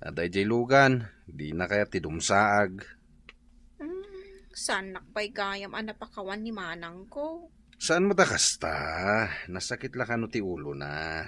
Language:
Iloko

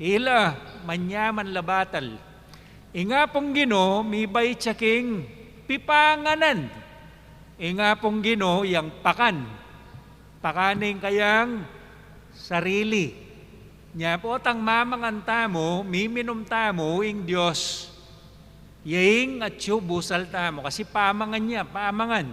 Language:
Pampanga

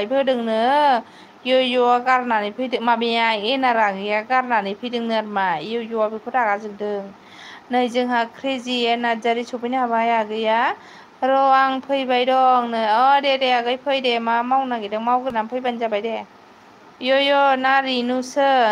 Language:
Bodo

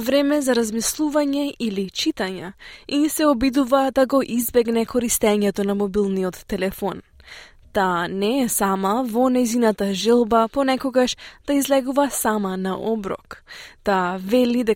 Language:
Macedonian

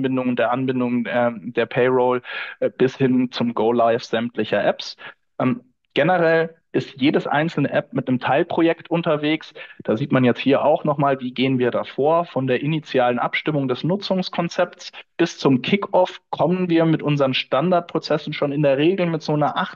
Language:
German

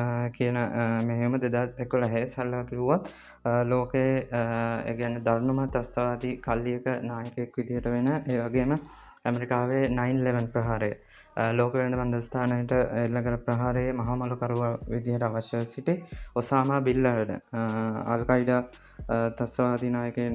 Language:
Sinhala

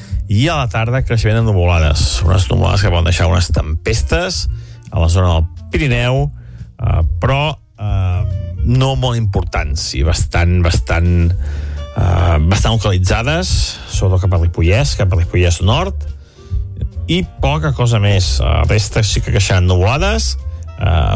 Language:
Catalan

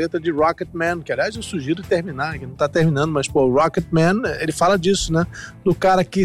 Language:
Portuguese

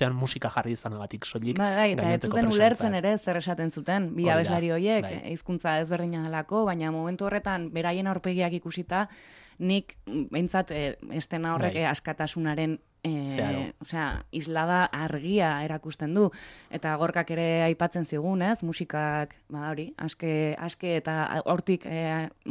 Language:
Basque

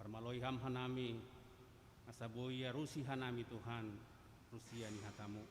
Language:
Batak Simalungun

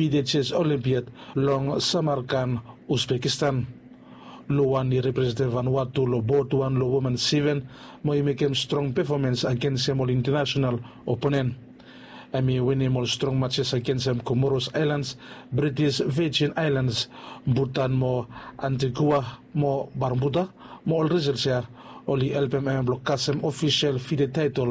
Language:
Bislama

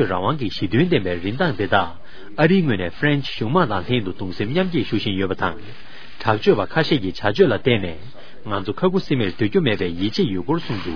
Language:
Tibetan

